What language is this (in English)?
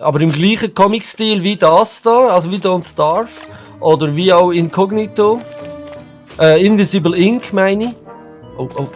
Swiss German